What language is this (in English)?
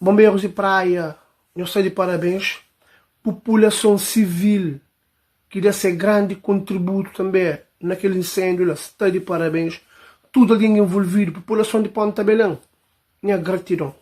Kabuverdianu